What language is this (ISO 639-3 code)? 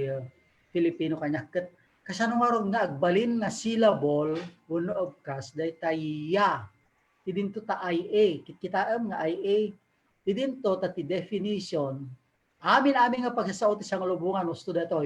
ilo